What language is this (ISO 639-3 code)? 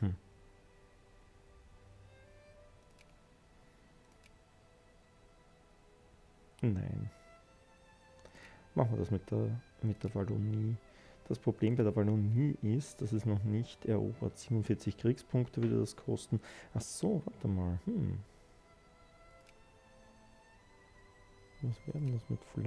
deu